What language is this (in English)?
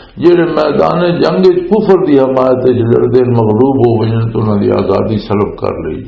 Western Panjabi